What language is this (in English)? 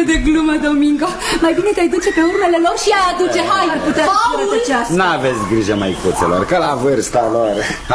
Romanian